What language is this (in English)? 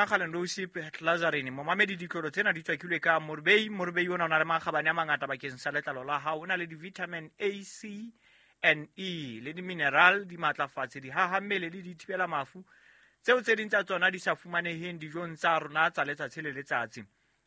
Southern Sotho